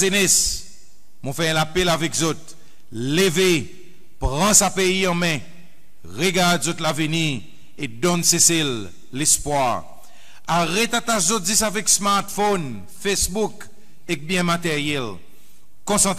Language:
Seselwa Creole French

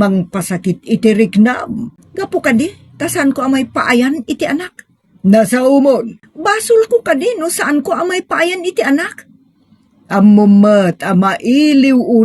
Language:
Iloko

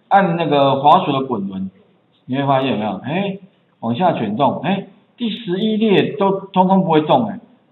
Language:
Chinese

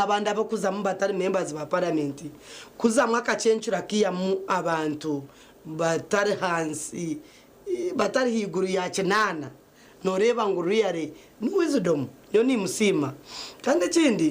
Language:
Nyankole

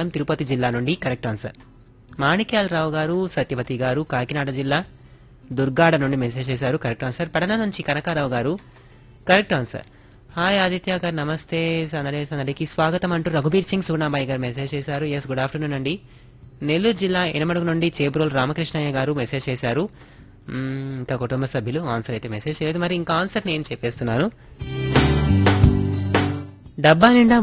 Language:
Telugu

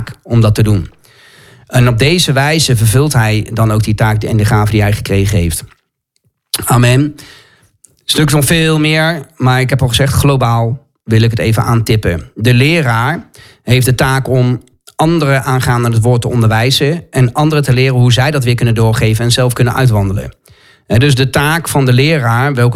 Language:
Dutch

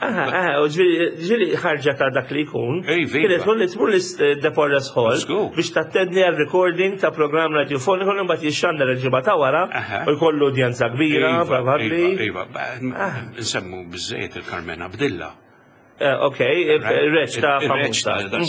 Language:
Maltese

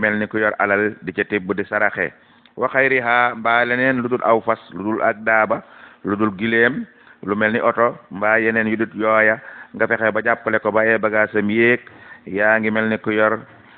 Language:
Wolof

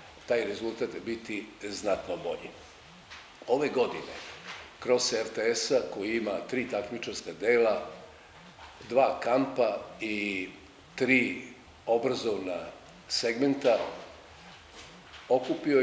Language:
Serbian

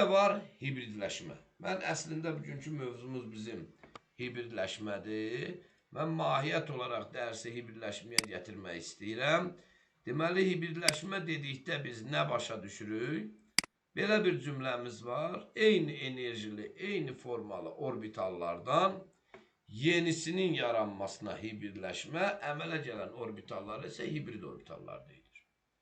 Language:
Azerbaijani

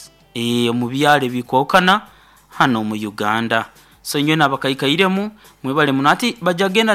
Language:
Nyoro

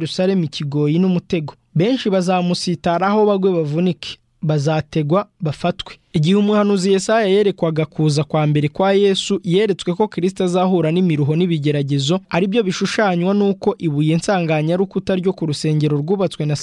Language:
Kinyarwanda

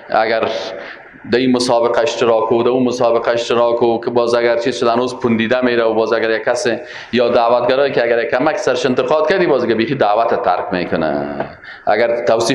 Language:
Persian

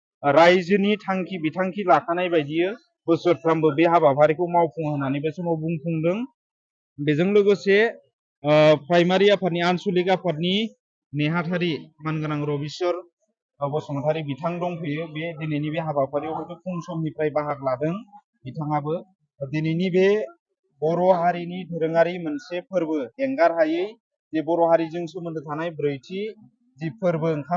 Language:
Bodo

